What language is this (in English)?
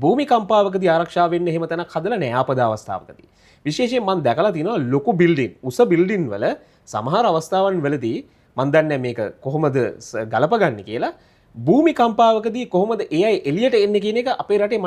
Sinhala